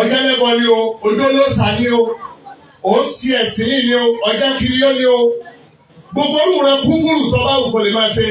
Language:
Yoruba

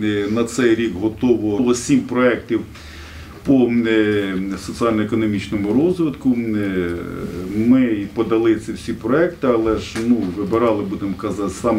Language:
Ukrainian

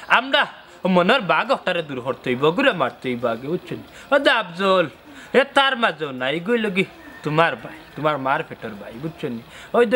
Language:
Sylheti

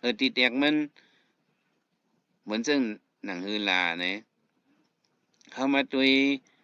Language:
Shan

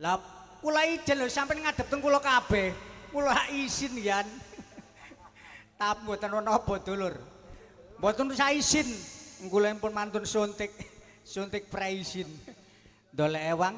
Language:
Javanese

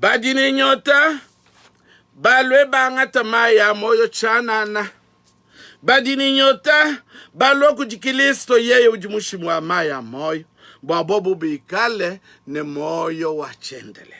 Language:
Luba-Lulua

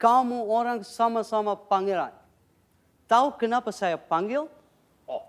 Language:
Banjar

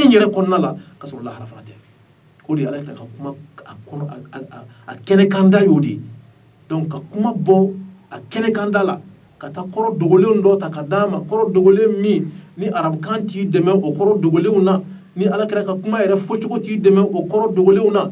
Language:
Bambara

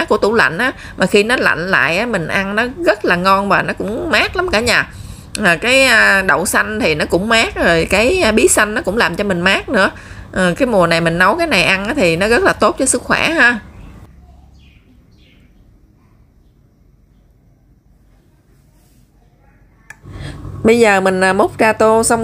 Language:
Vietnamese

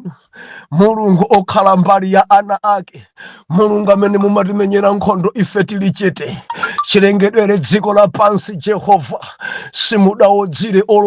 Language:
Nyanja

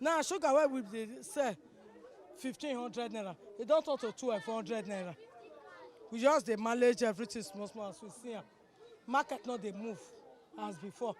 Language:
Nigerian Pidgin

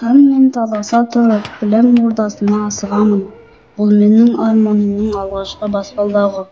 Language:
Kazakh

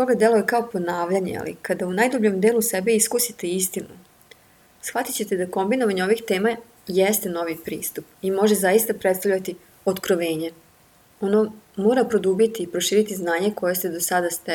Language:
Serbian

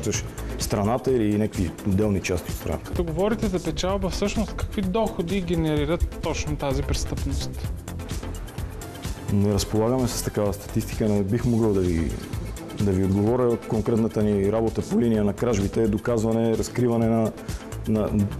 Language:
Bulgarian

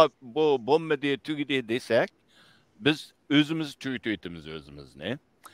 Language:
Uyghur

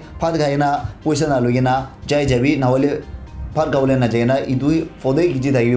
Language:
Naga Pidgin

